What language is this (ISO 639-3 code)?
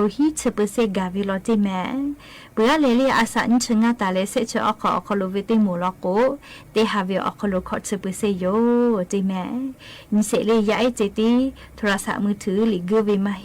lhu